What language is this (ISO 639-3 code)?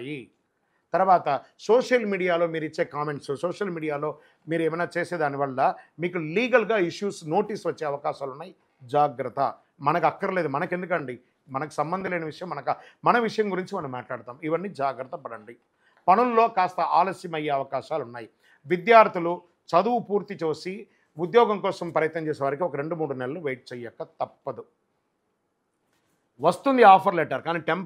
tel